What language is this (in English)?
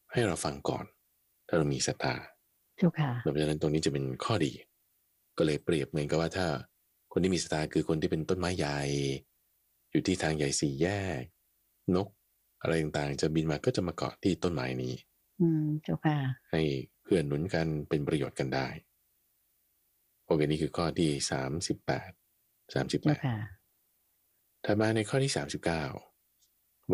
Thai